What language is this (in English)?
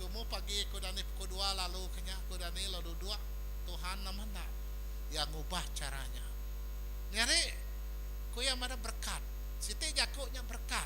Iban